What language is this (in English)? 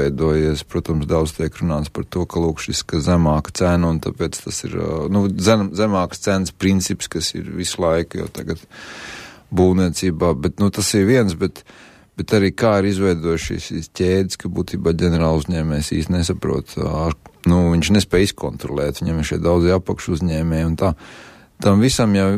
Latvian